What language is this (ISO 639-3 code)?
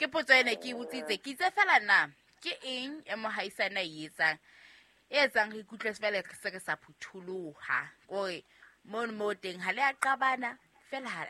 sot